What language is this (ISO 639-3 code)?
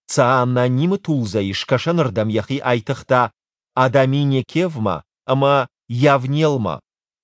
oss